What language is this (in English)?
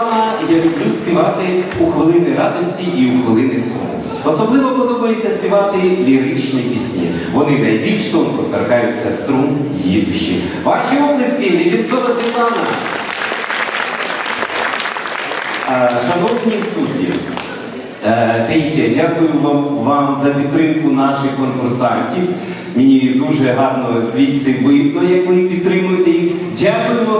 Ukrainian